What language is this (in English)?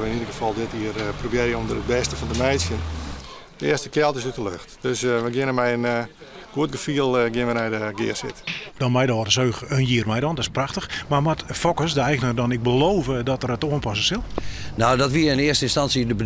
Western Frisian